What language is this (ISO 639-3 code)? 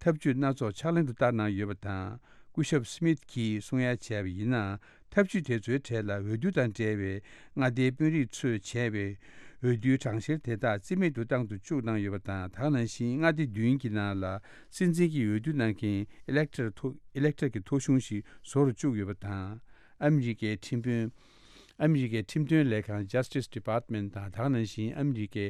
bod